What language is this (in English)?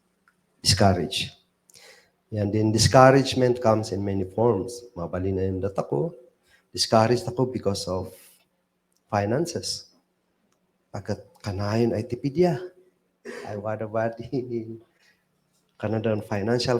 Kankanaey